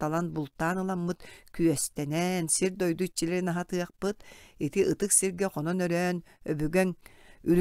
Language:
Yakut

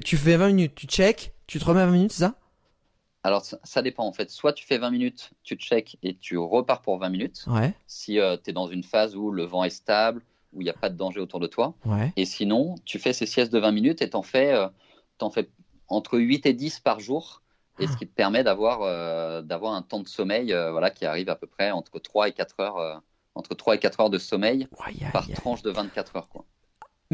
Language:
French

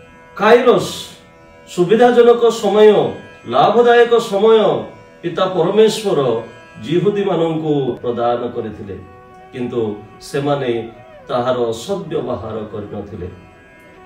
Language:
Odia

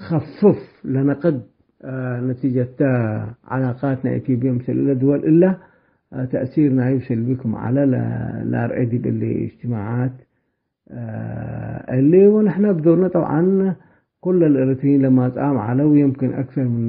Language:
Tigre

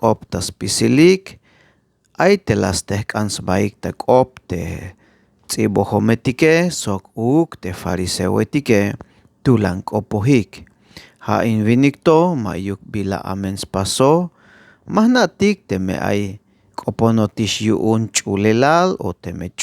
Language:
Tzeltal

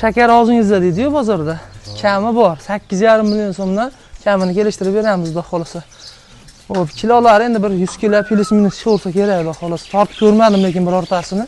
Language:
Uzbek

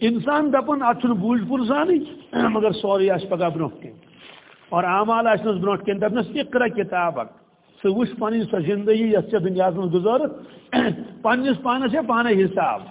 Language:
Kashmiri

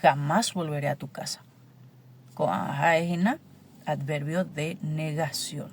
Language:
Guarani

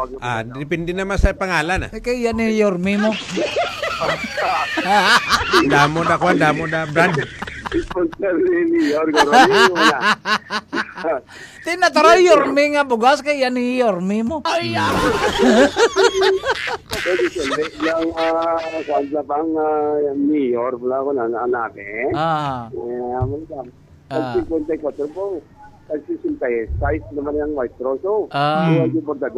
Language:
Hiligaynon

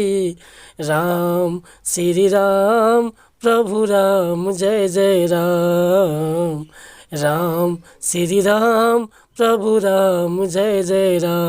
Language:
Bhojpuri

